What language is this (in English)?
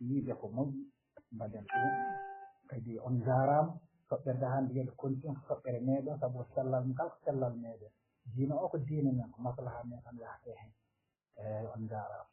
Fula